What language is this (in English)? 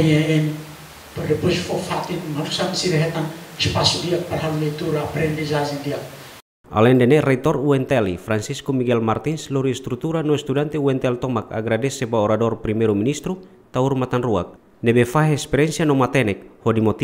Tetum